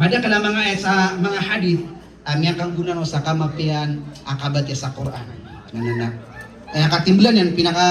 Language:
Maranao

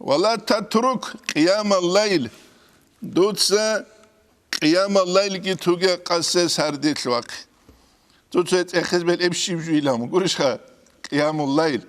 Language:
Avaric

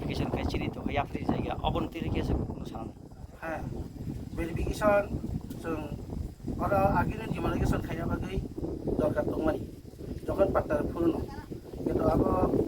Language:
Kok Borok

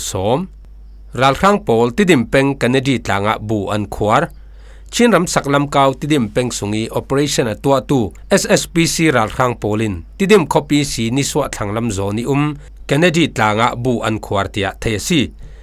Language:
Falam Chin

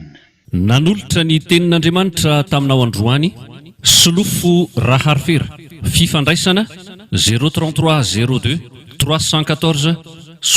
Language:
Malagasy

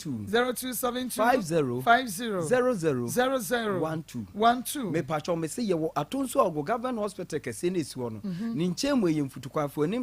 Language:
Akan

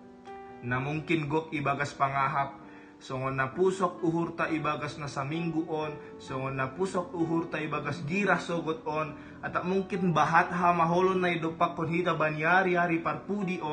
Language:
Batak Simalungun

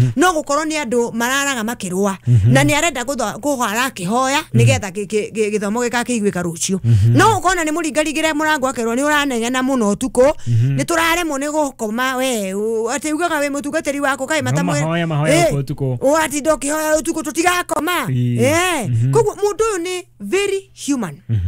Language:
Kikuyu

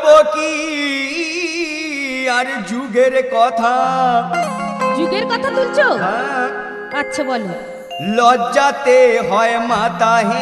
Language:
Bangla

